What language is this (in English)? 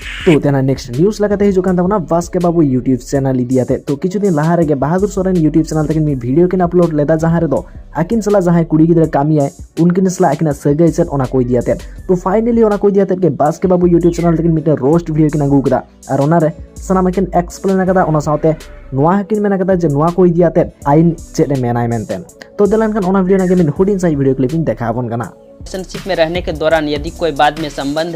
Santali